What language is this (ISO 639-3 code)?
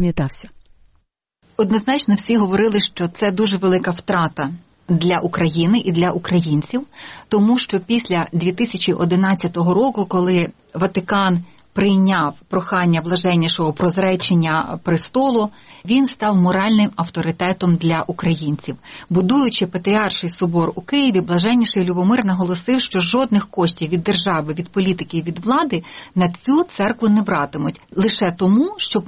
ukr